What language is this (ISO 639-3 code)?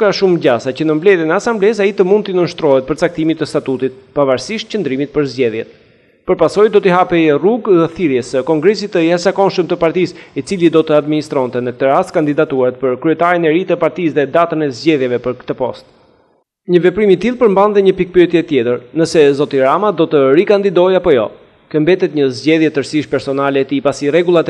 sqi